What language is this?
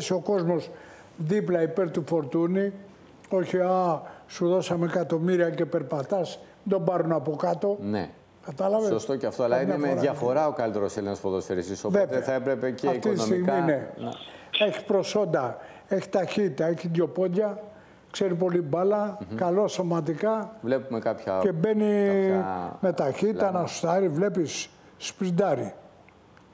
Greek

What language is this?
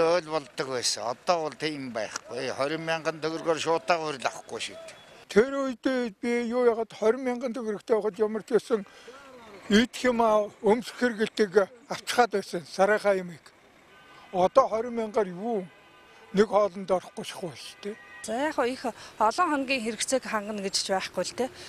Mongolian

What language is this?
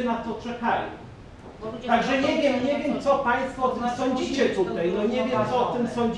Polish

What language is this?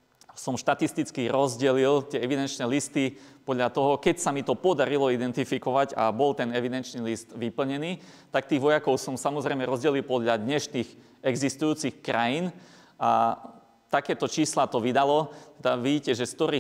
Slovak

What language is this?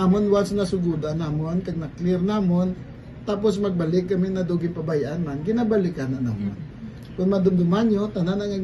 Hiligaynon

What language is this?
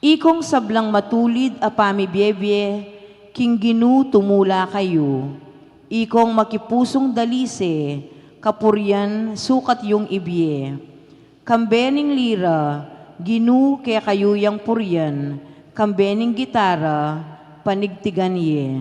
Pampanga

